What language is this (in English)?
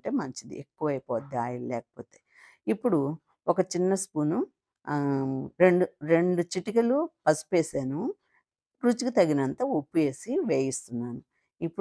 Telugu